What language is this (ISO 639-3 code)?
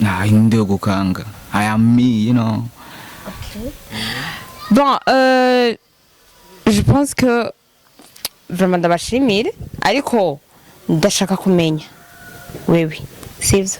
run